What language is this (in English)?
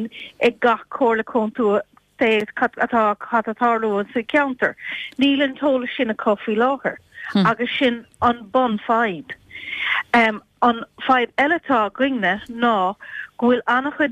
Irish